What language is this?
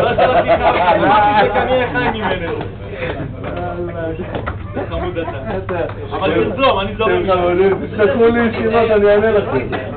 Hebrew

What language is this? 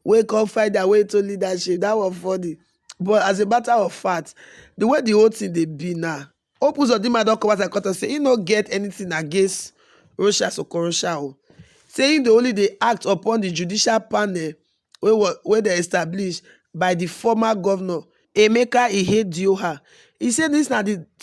Nigerian Pidgin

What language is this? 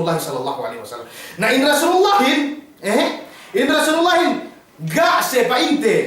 Yakan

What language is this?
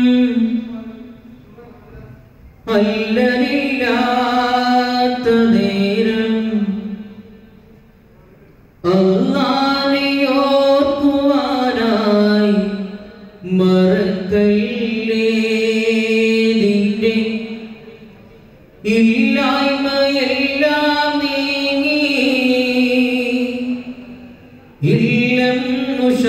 Malayalam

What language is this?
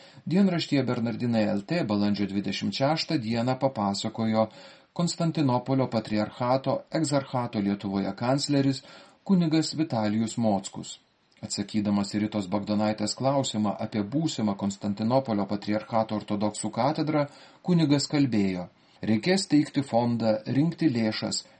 Lithuanian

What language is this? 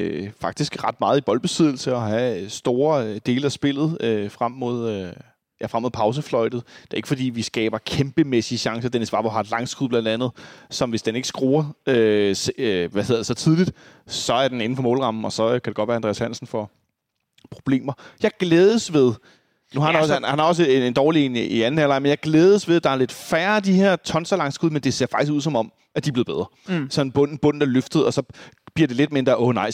Danish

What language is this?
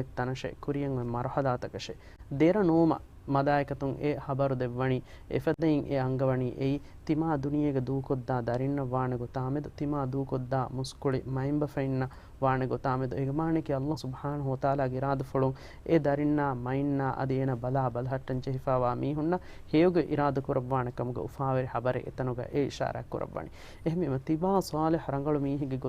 Divehi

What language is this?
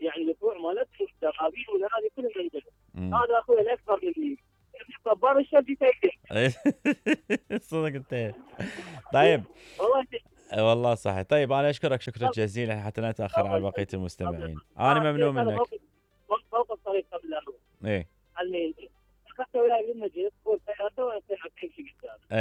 Mesopotamian Arabic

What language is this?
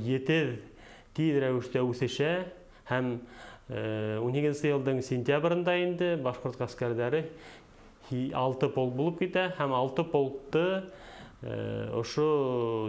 Bashkir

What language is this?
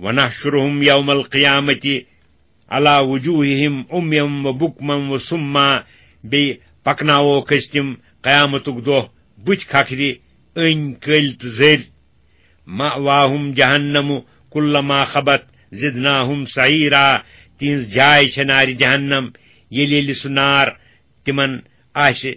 Kashmiri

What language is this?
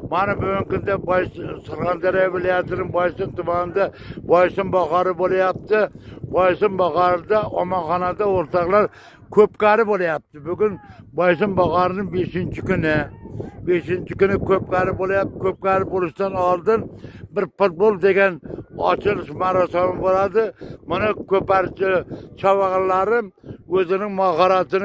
Uzbek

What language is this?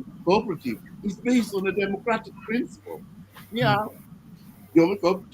Acoli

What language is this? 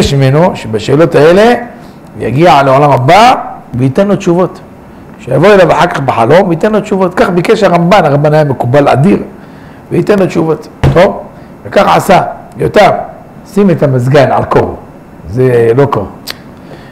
Hebrew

